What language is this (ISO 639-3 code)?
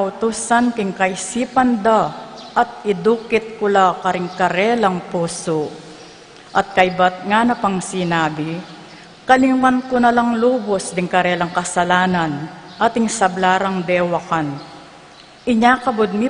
pam